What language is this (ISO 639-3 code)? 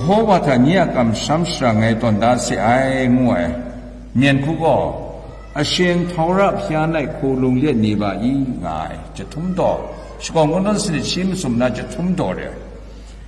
kac